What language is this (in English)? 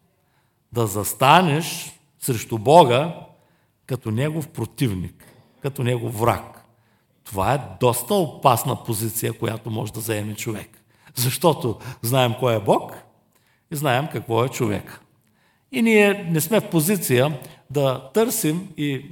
Bulgarian